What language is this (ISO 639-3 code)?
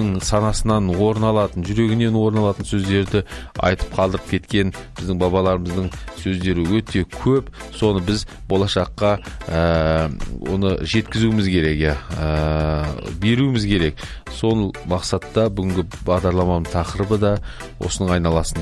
kaz